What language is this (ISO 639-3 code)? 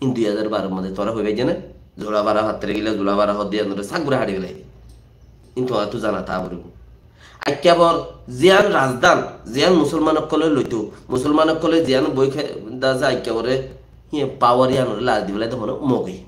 rhg